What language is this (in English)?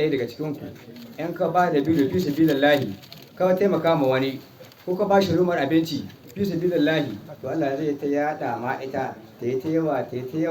Hausa